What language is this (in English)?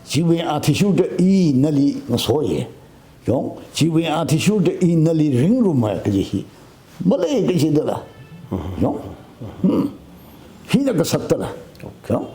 Tangkhul Naga (India)